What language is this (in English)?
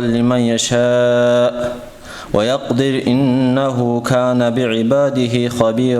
Avaric